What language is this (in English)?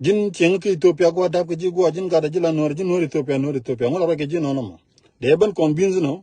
Nuer